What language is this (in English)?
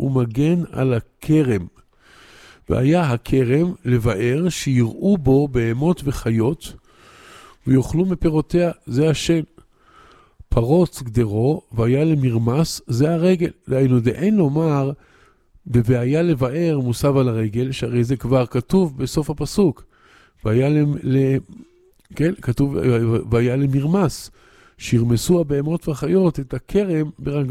Hebrew